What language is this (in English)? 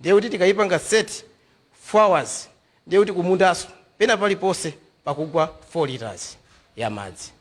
Nyanja